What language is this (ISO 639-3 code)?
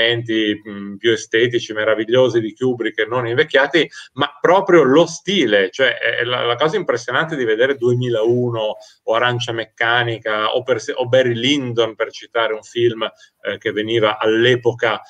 ita